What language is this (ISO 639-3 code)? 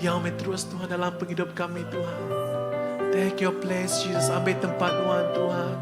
iba